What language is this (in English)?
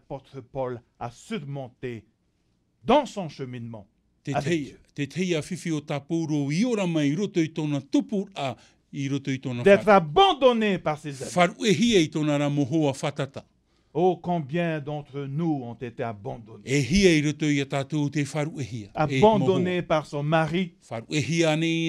Tahitian